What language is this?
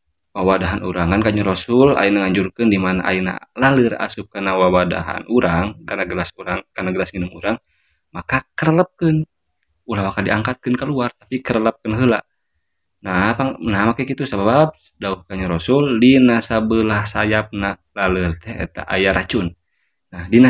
Sundanese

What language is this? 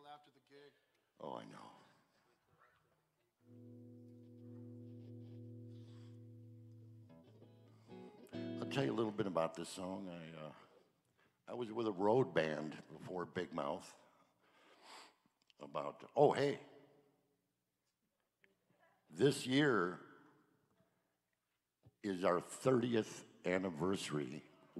English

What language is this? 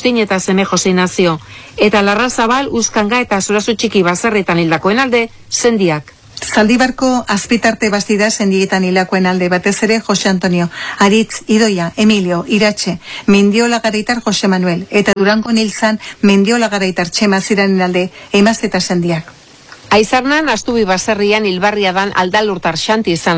Basque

